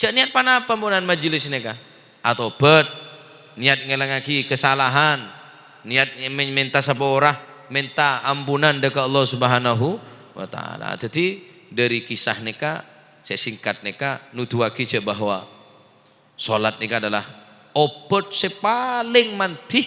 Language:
Madurese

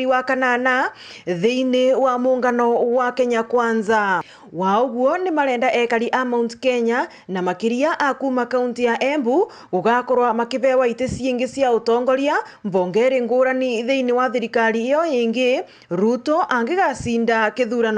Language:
Meru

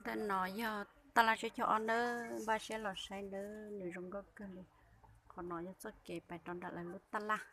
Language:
Hmong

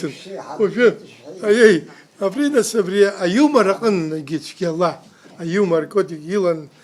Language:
Abkhazian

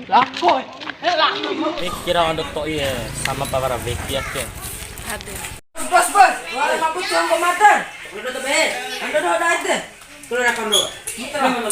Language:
Bima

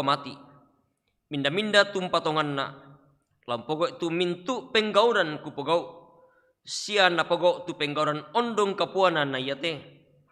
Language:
Toraja-Sa'dan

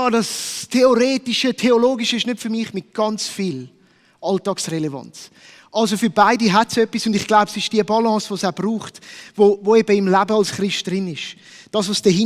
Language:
Swiss German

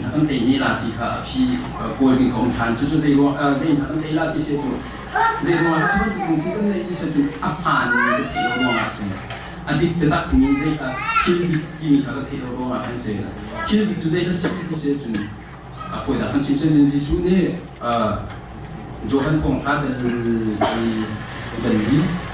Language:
Hakha Chin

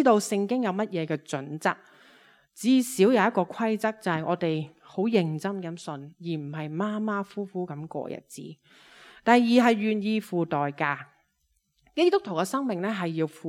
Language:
Cantonese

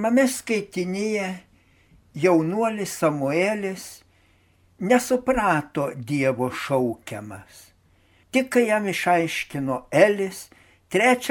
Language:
Lithuanian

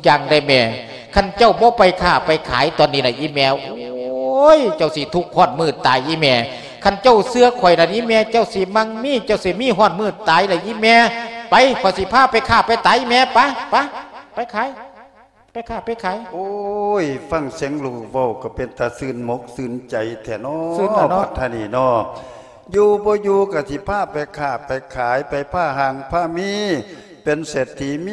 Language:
Lao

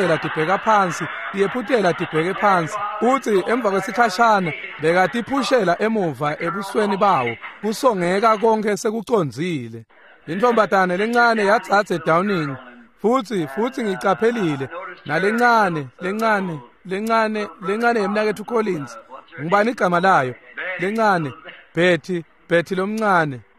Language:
Swati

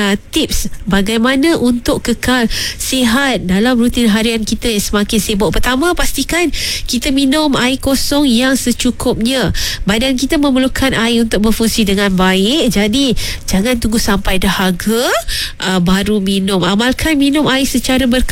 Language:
Malay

